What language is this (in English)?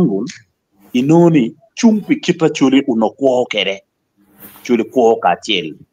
Acoli